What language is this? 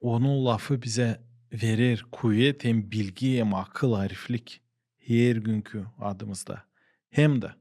Gagauz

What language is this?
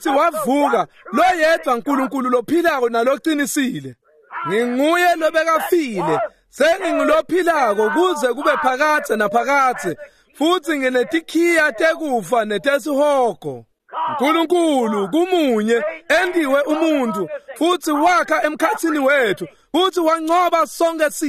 Swati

